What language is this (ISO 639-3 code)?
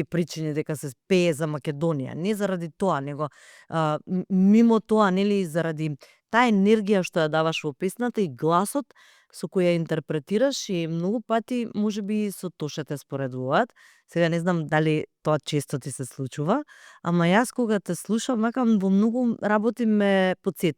mkd